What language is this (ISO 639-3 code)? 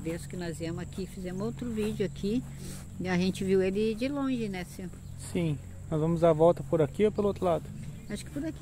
por